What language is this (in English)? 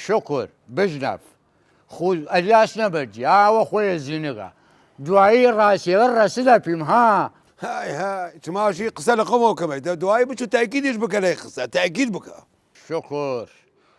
Southern Kurdish